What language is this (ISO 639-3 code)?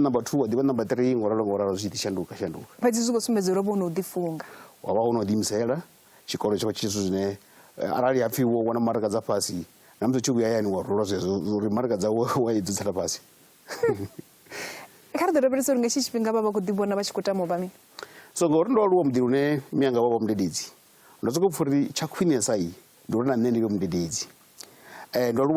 ven